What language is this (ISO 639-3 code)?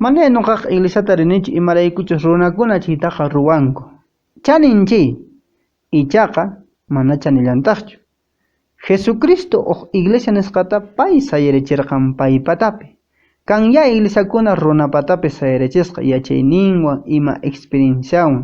que